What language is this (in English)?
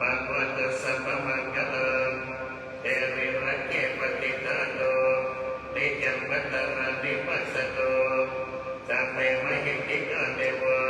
Pali